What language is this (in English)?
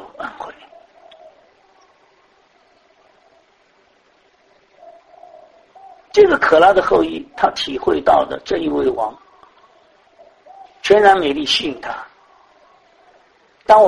Chinese